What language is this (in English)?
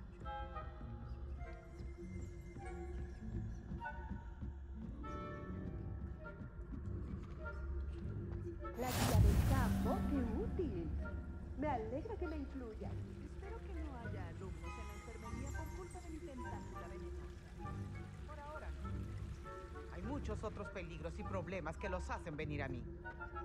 Spanish